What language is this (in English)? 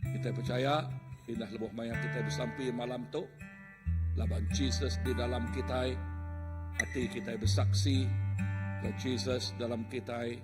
Iban